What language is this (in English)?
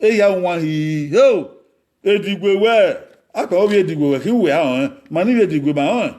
Bini